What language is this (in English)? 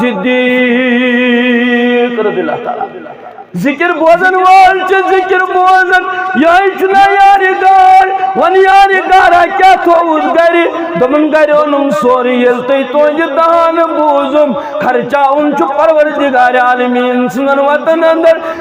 Kashmiri